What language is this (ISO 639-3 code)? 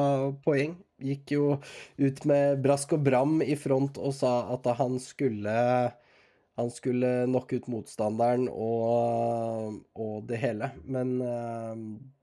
nor